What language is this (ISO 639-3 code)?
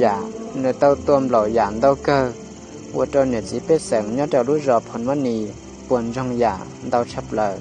hmn